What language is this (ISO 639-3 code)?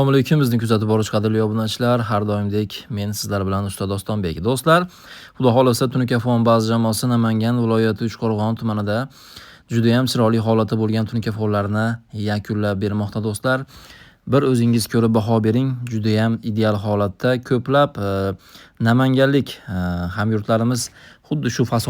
uzb